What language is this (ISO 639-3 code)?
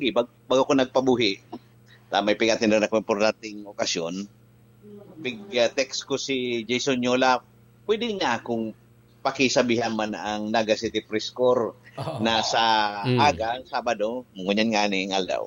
bik